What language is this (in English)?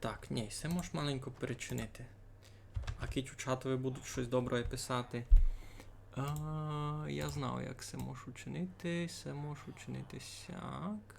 Rusyn